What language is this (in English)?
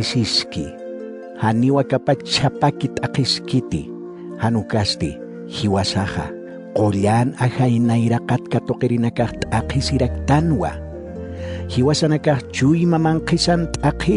Aymara